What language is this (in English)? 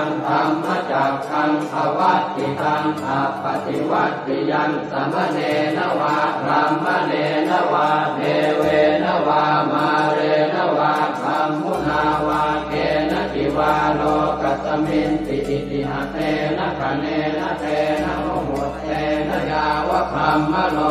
Pali